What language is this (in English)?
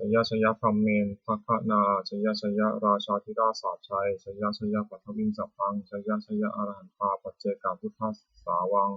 Pali